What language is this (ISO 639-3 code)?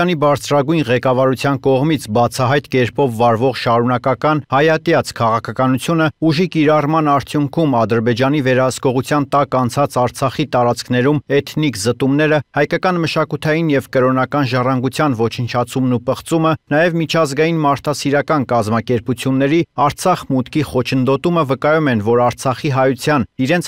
hye